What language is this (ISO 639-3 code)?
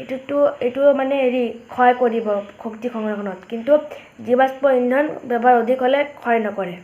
asm